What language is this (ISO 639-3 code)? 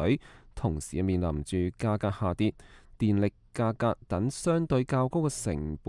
yue